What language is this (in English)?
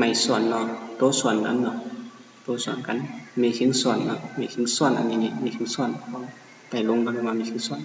Shan